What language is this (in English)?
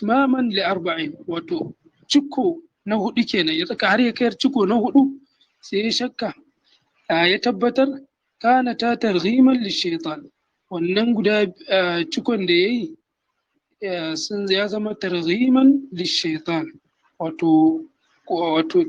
Hausa